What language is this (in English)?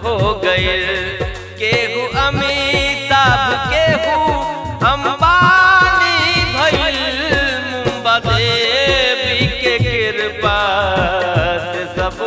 Bhojpuri